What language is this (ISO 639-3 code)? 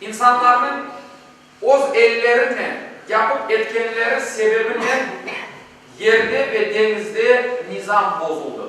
crh